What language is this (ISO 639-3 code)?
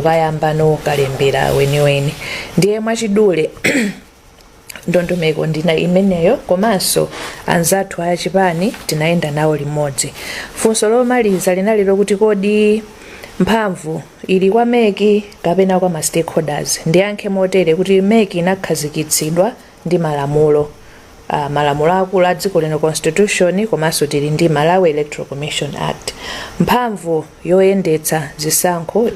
nya